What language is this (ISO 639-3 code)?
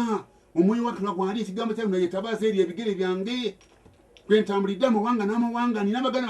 lug